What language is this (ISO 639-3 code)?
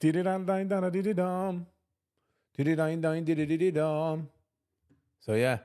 yid